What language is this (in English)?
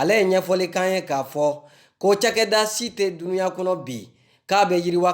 Bambara